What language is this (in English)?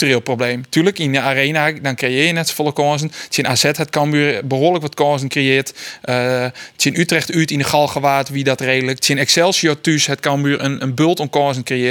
Western Frisian